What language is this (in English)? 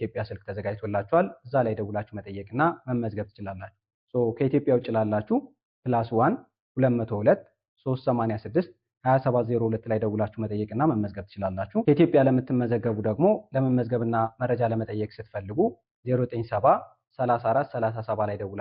Amharic